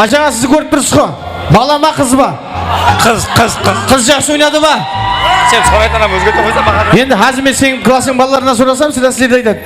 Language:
Kara-Kalpak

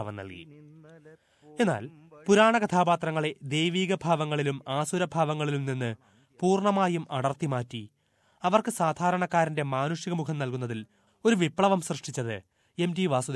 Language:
Malayalam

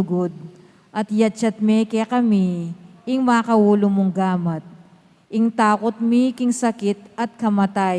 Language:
Pampanga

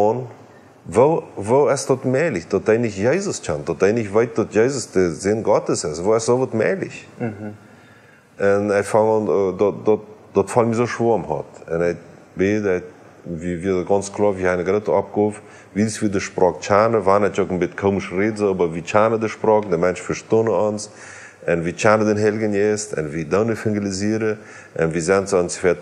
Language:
Plautdietsch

